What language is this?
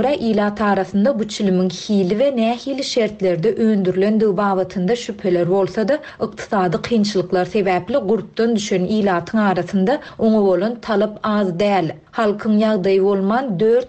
Turkmen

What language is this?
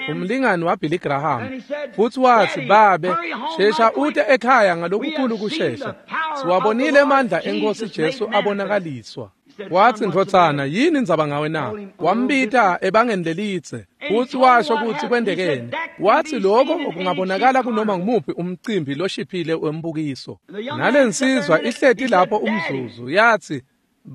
Swati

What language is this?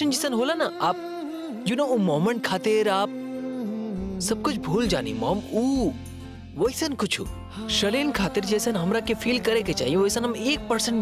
Bhojpuri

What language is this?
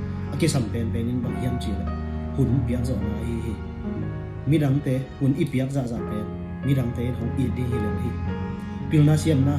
Tedim Chin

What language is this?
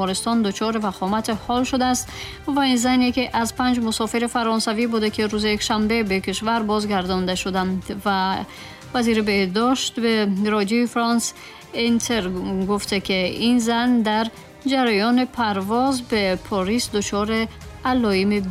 Tajik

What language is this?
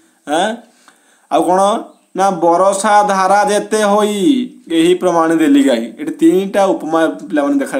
Odia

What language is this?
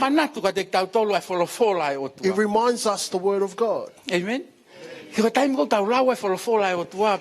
Tongan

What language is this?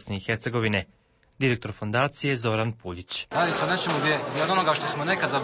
Bosnian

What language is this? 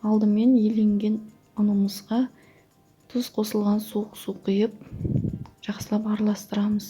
Kazakh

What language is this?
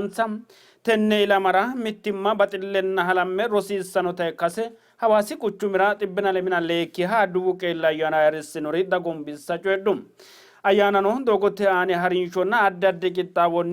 Sidamo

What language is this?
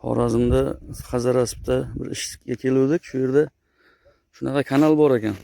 Uzbek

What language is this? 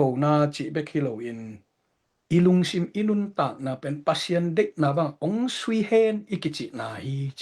Tedim Chin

